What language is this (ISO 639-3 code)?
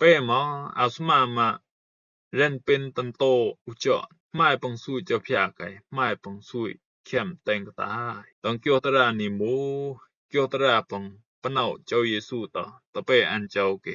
rbb